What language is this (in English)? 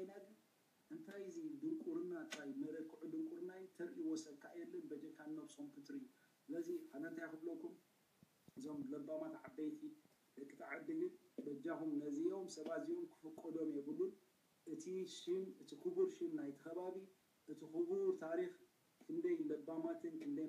Tigrinya